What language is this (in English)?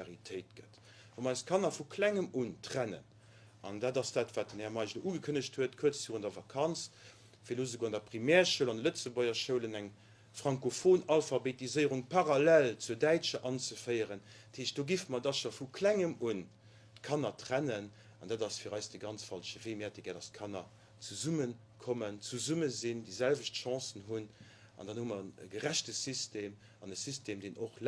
Luxembourgish